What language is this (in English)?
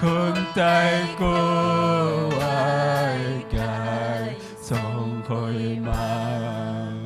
Ayacucho Quechua